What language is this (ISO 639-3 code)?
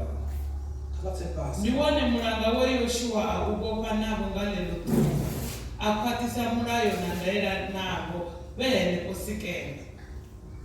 ven